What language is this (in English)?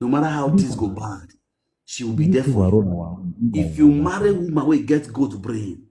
Nigerian Pidgin